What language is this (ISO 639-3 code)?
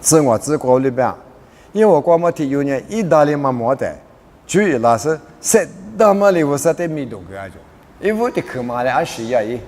lis